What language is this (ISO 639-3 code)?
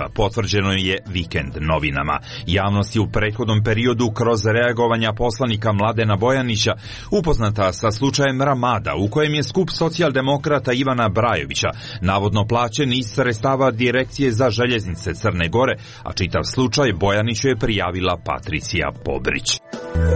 srp